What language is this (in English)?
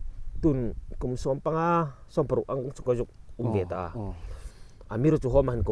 Hmar